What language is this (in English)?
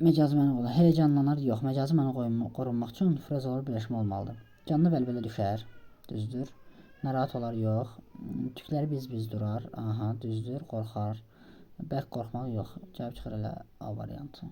Azerbaijani